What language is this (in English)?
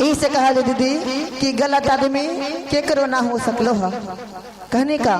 Magahi